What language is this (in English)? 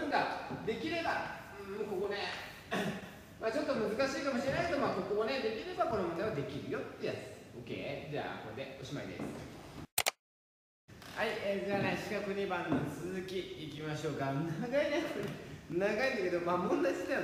Japanese